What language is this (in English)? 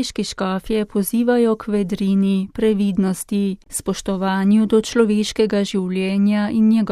Slovenian